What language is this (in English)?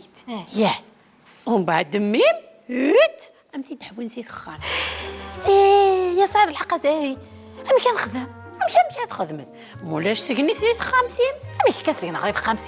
Kabyle